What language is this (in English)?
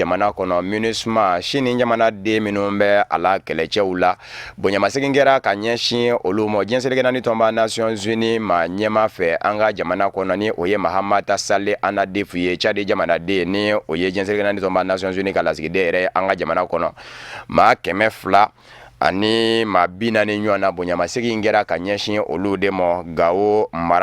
Bambara